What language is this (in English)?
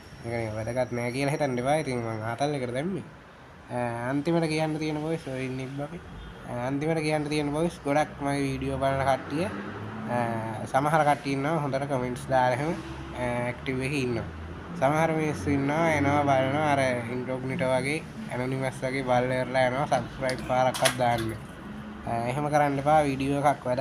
Sinhala